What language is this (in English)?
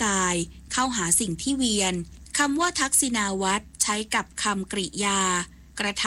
Thai